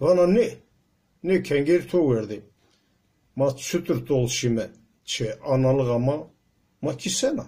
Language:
Zaza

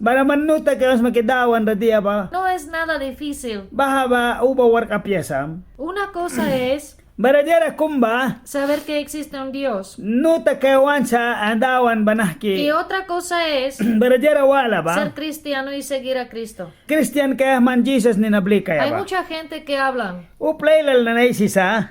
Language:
Mískito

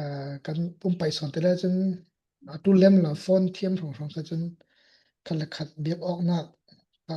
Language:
Falam Chin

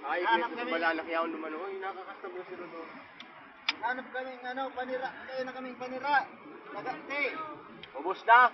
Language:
Bikol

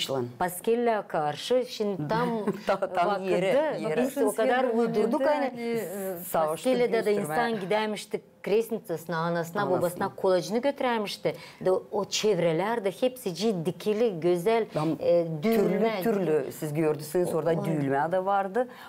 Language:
Gagauz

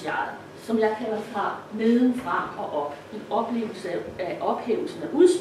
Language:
Danish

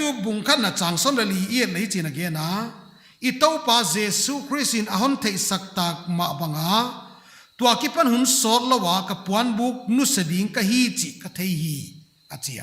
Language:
Paite Chin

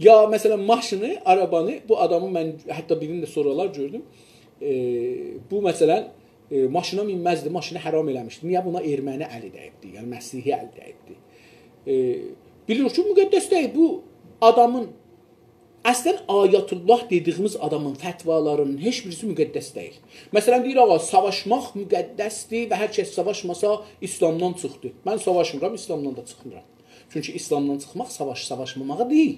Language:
South Azerbaijani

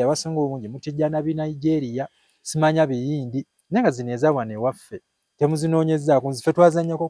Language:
Ganda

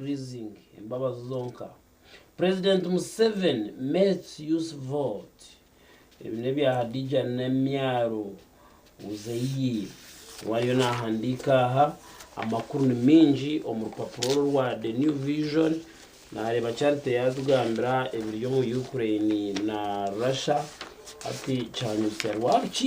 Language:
Nyankole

